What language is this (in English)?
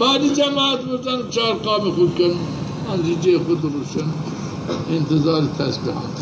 Zaza